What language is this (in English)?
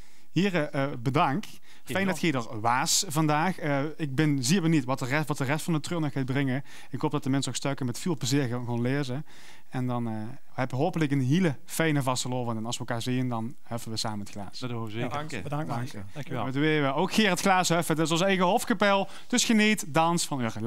Limburgish